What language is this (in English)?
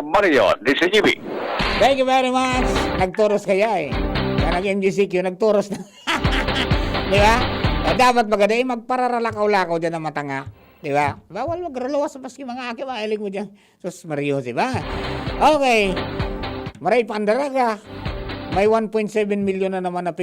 Bikol